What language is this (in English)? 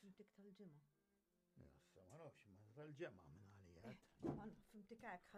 Maltese